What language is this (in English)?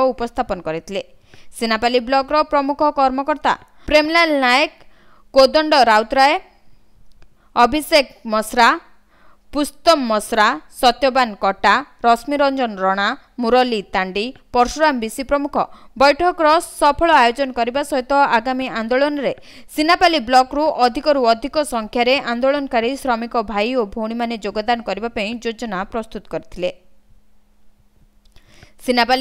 Odia